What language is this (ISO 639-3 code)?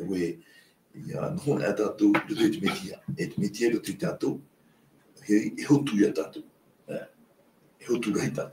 tah